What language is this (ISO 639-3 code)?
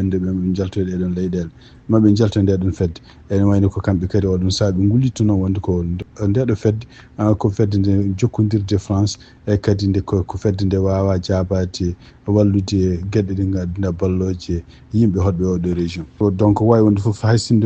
ful